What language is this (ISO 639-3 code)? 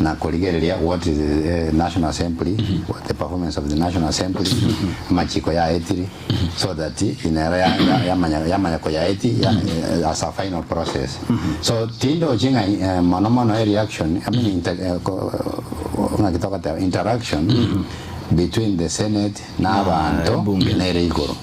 guz